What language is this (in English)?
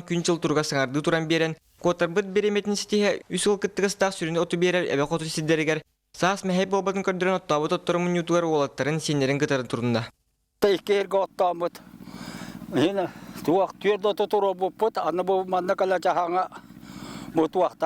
Yakut